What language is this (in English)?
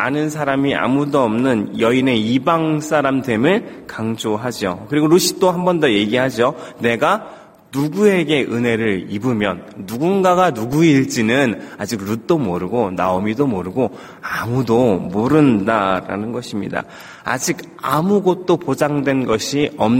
Korean